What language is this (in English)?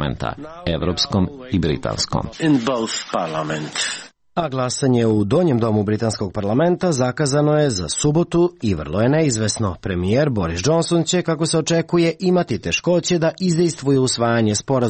Serbian